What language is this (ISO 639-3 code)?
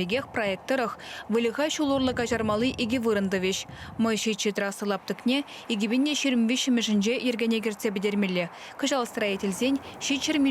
chv